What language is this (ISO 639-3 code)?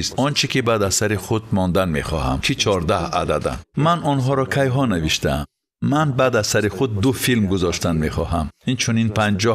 tgk